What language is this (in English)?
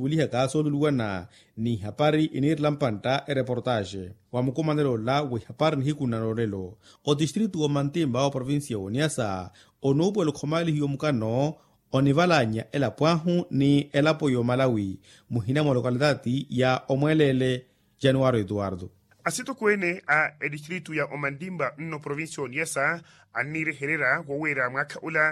Makhuwa